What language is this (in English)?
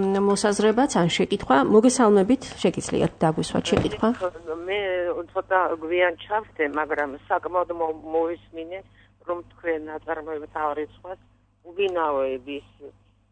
Georgian